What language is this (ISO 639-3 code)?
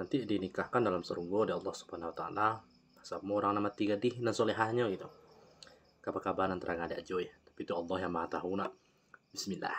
min